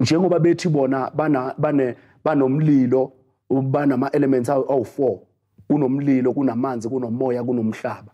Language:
Zulu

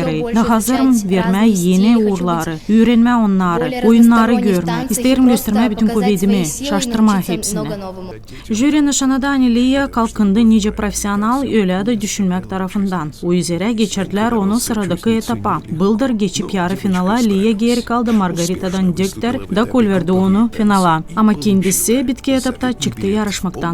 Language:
Gagauz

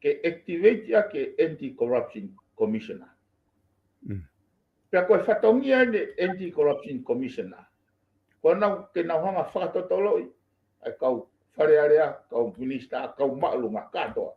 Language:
Tongan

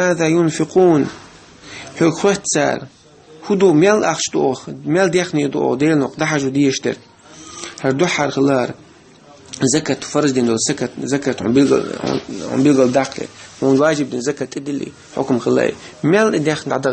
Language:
Chechen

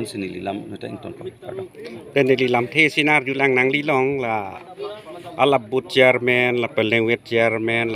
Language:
Karbi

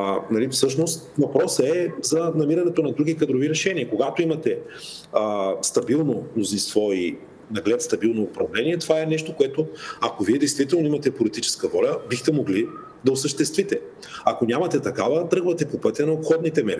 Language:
Bulgarian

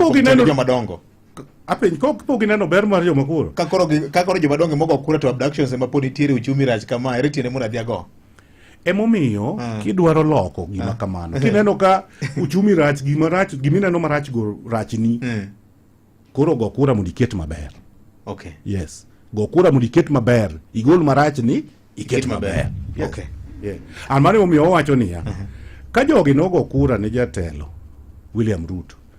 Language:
Luo (Kenya and Tanzania)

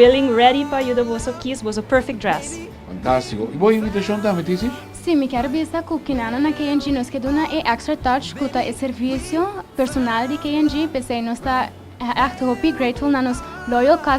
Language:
Papiamento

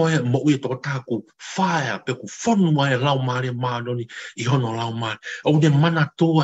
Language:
Tongan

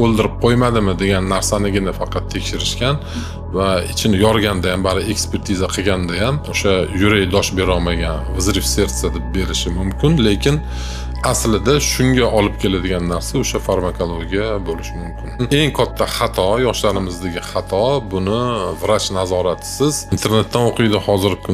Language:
Uzbek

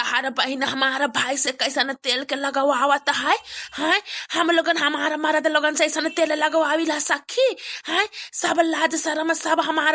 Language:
Bhojpuri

